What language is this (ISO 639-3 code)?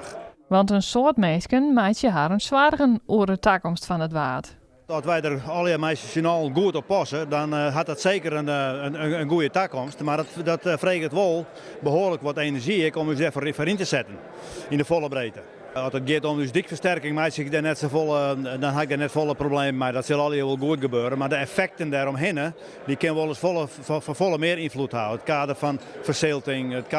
fry